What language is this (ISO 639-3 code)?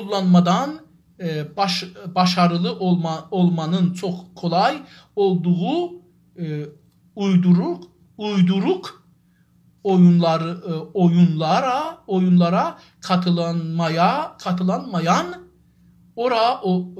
azb